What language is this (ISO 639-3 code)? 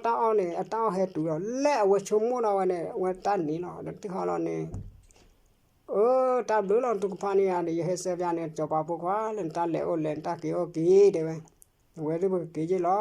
ksw